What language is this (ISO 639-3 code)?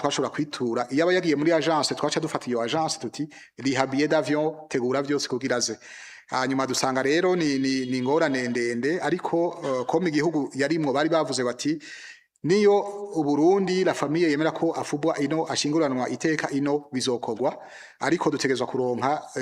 run